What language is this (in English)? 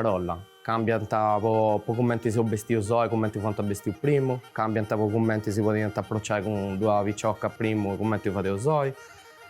Sardinian